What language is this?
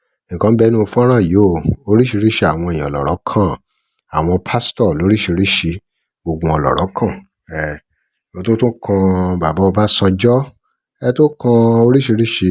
Yoruba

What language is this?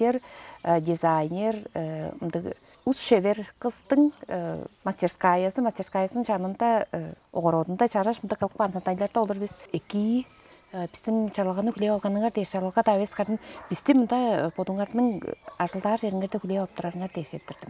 Tuvinian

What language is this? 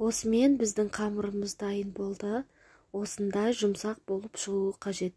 Kazakh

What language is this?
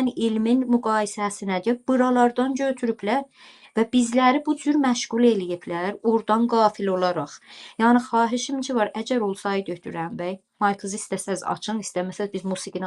South Azerbaijani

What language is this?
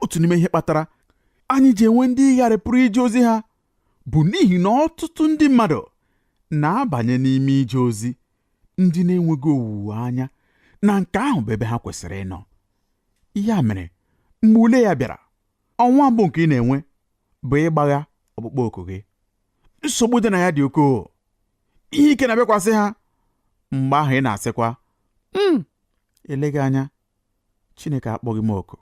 Igbo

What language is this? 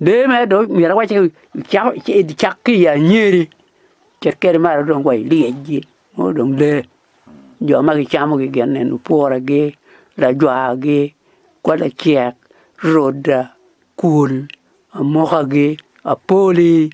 Acoli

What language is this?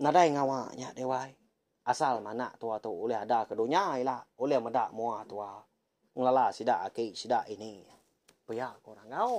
Iban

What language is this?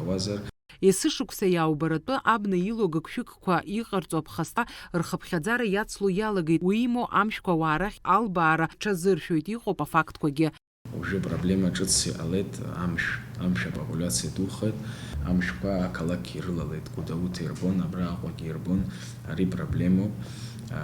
Abkhazian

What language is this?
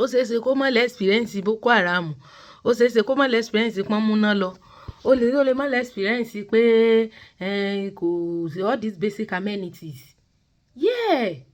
Yoruba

